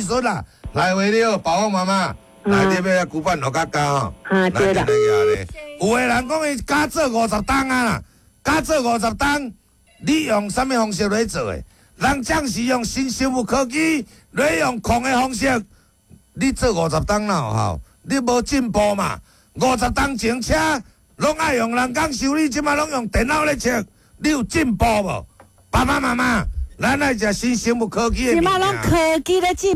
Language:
Min Nan Chinese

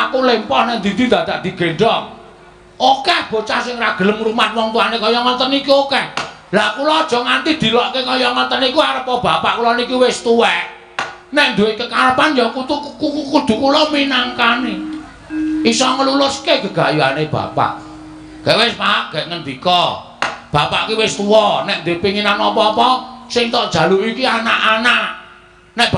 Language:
Javanese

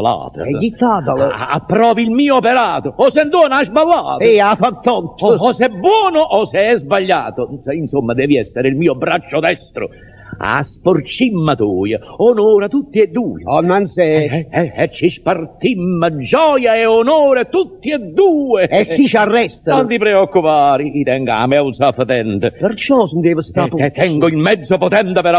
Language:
Neapolitan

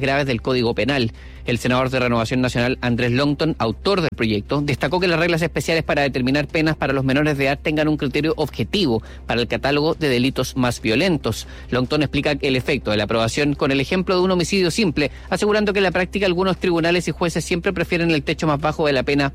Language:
Spanish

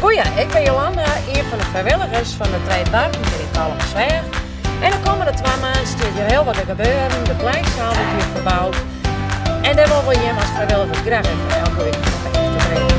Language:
Western Frisian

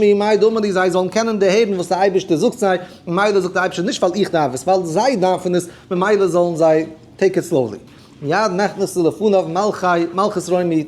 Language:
Yiddish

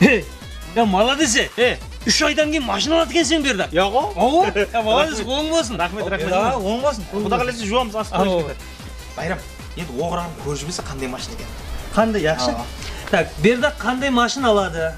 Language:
Kara-Kalpak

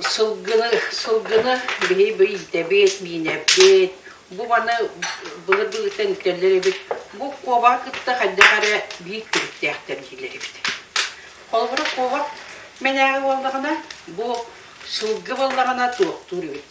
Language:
Yakut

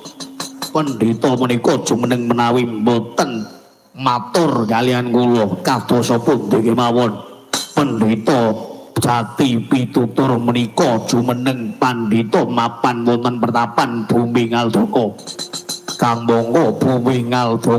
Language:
Javanese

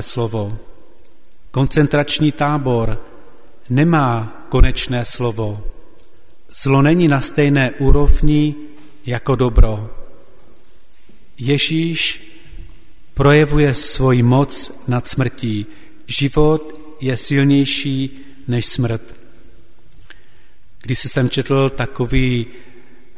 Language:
Czech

